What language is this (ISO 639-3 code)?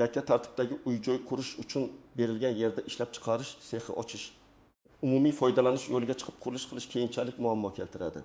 uzb